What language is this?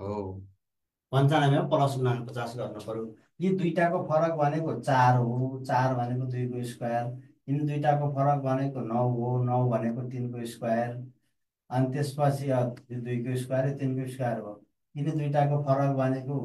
Nepali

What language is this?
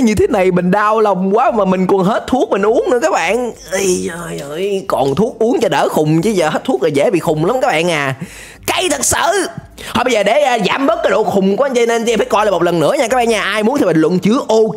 Vietnamese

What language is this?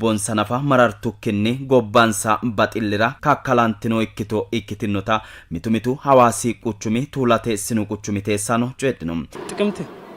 Sidamo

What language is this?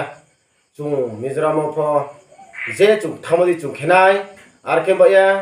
Riang (India)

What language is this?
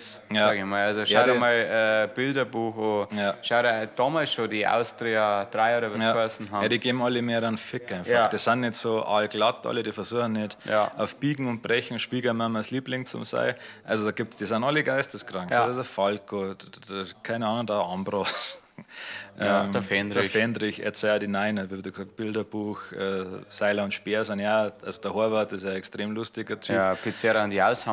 Bavarian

